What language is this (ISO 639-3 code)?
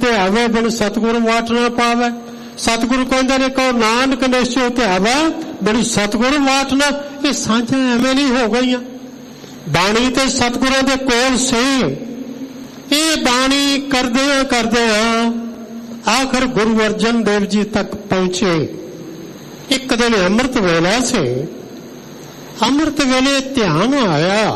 pan